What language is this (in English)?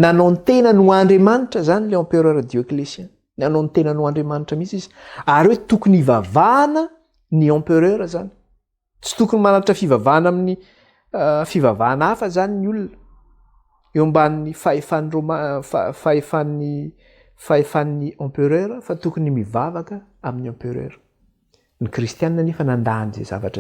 Malagasy